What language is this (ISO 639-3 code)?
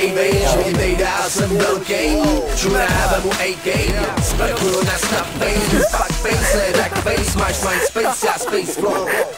ces